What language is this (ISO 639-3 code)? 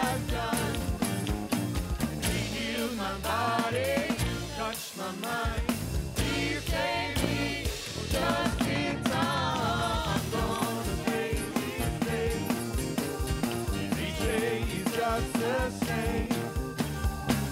eng